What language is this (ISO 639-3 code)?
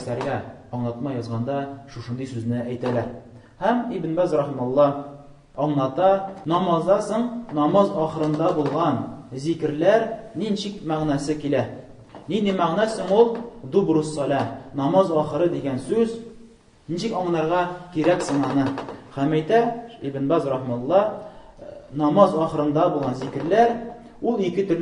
tat